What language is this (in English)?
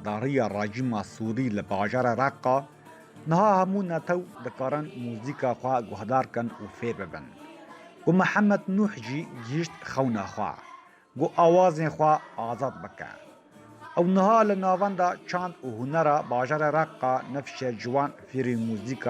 Kurdish